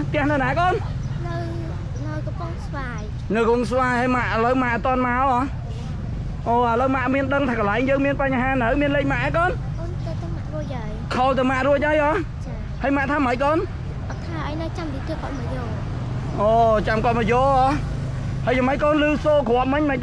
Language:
Khmer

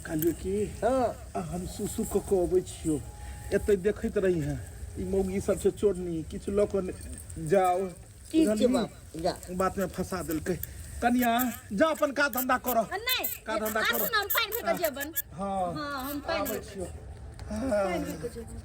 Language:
Maithili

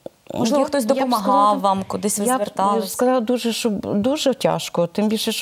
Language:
Ukrainian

